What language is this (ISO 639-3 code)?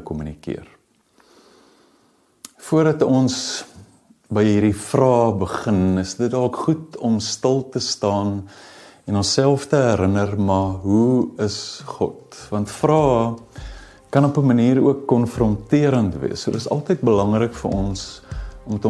afr